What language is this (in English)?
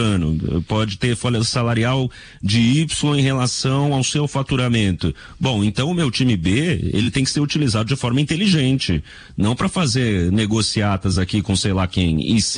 Portuguese